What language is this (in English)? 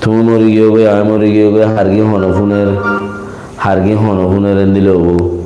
Rohingya